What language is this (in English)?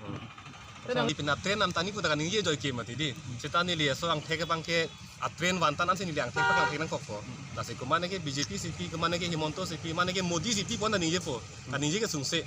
Karbi